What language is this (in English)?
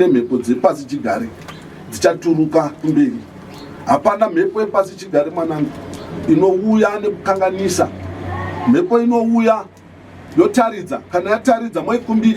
Shona